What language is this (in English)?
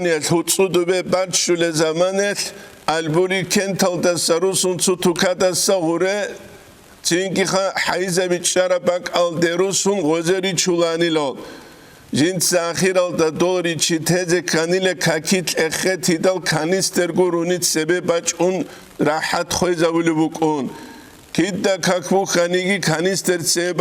Avaric